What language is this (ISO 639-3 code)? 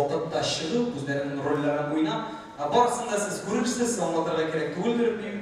tat